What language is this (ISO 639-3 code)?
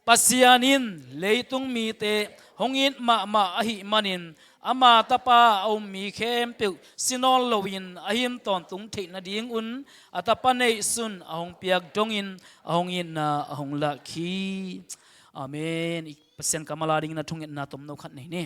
ctd